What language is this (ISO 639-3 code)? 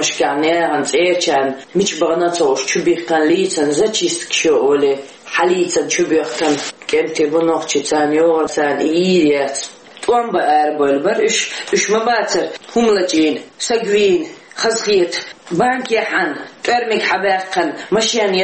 che